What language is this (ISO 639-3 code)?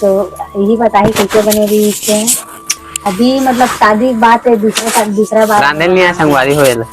hne